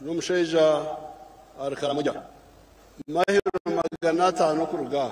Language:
Nyankole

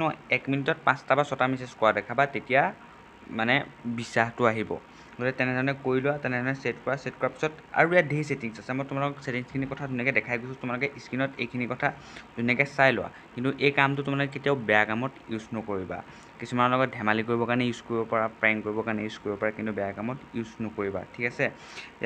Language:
Assamese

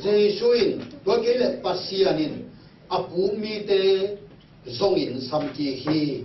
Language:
Tedim Chin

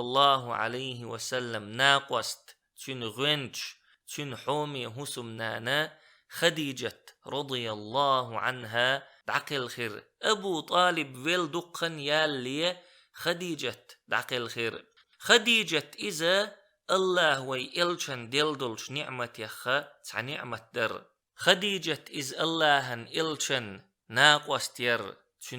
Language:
Chechen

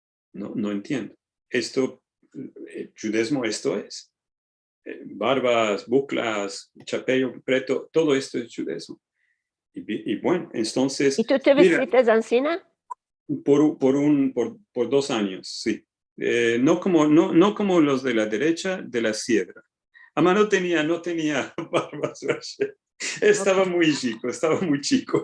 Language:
Ladino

